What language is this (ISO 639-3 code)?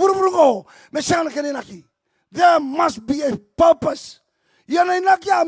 fij